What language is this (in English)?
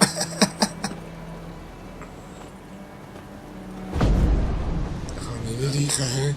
Swiss German